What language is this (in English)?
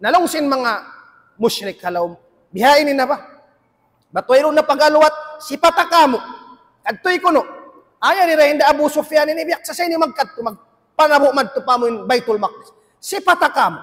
Tausug